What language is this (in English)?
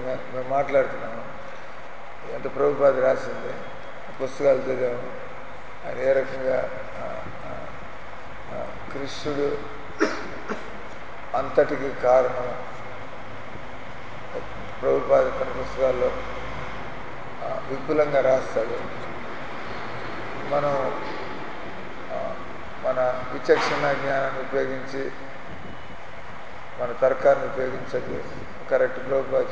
Telugu